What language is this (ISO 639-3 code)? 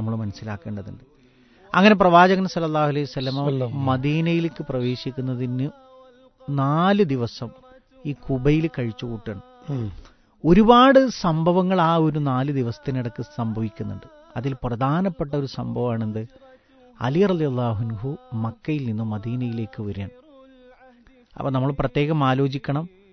mal